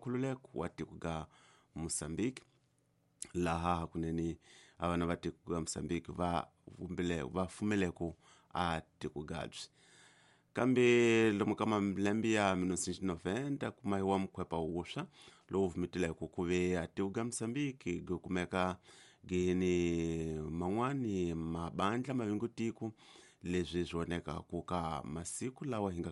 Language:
Tsonga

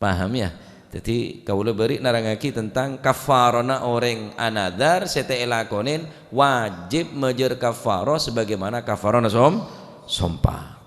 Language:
Madurese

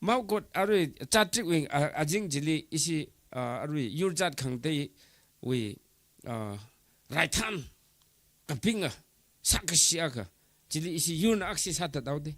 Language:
Tangkhul Naga (India)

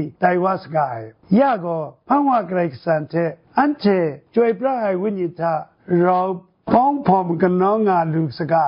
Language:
Kachin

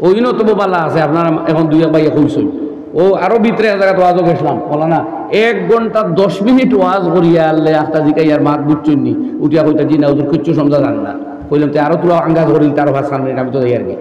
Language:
Sylheti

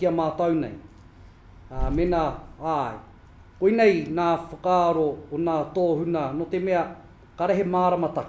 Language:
Māori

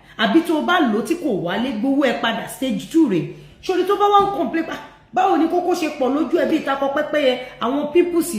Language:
Yoruba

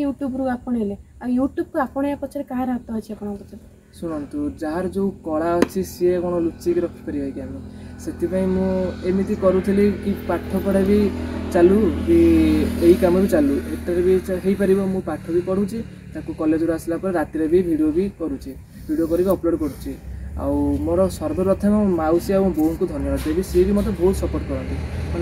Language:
Odia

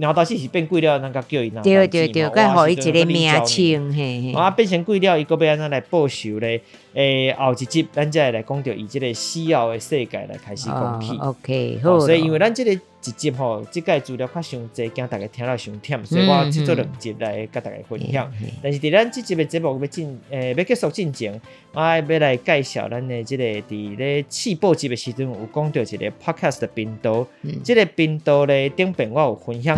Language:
Min Nan Chinese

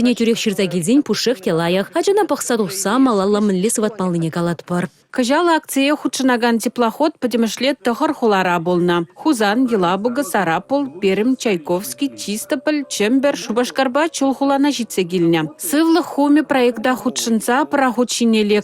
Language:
Chuvash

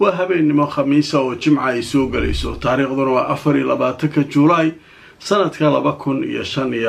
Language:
Somali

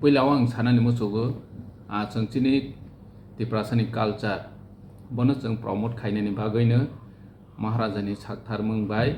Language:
Kok Borok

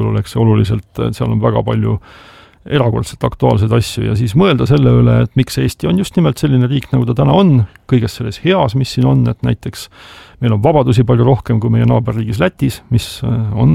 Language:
Estonian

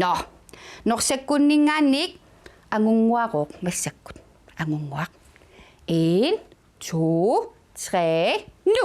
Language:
Kalaallisut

